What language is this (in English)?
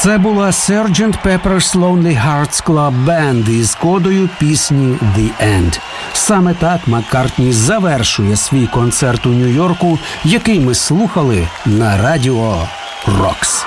Ukrainian